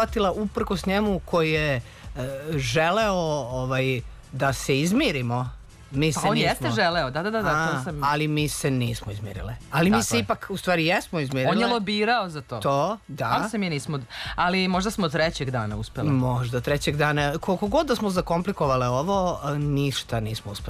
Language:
Serbian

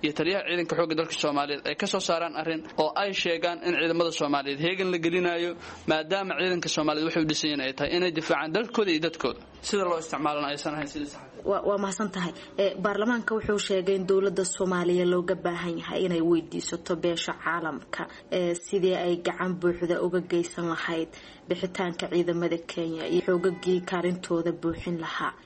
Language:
Somali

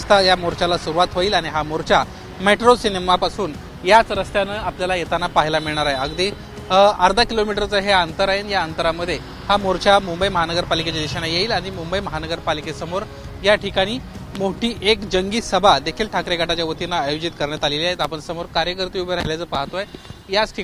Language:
Marathi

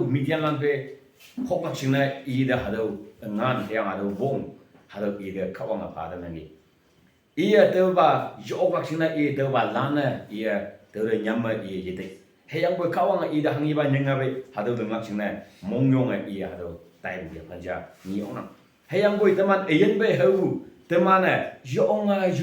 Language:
Konyak Naga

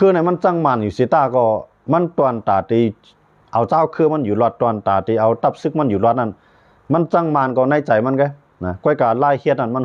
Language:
Shan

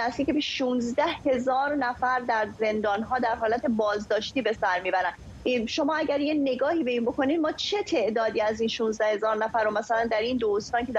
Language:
Persian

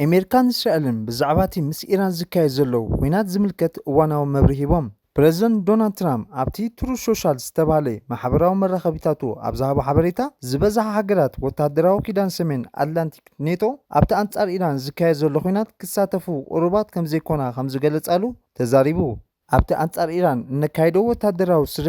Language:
Tigrinya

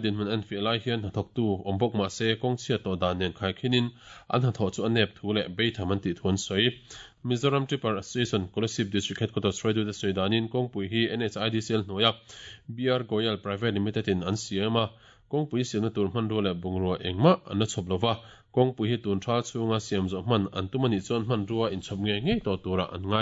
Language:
Mizo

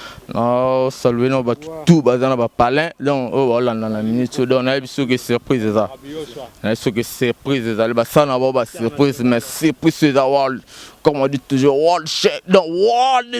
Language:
Lingala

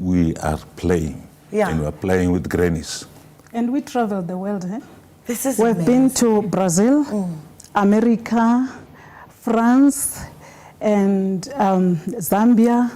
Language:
Venda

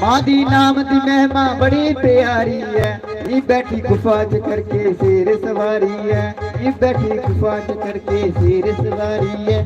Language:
Dogri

